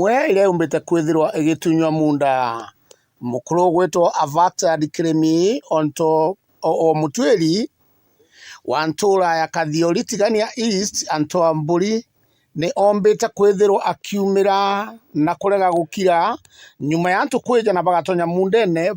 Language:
Meru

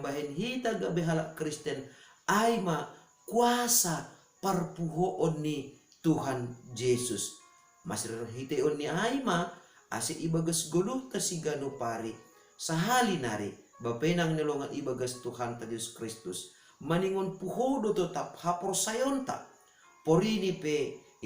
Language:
Batak Simalungun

